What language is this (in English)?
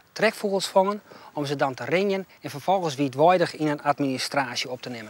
Western Frisian